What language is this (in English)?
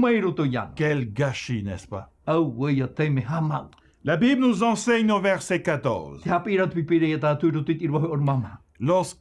Tahitian